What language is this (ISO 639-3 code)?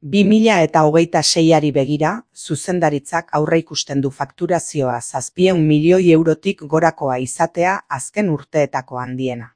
eus